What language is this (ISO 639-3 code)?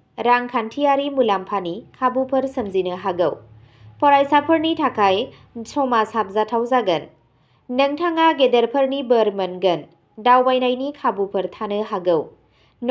brx